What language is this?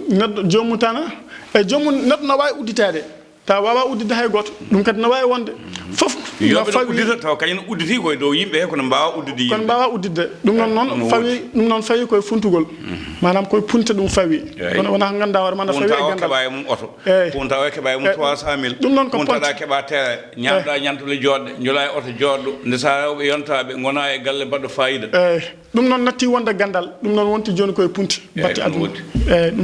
Fula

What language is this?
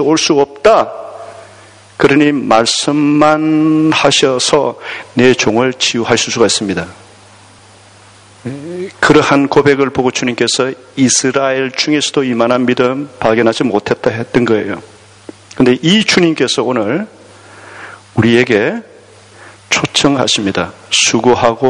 Korean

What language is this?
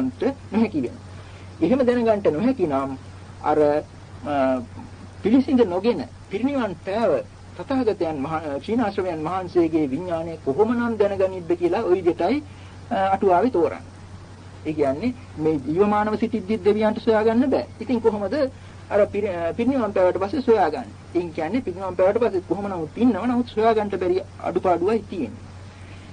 Sinhala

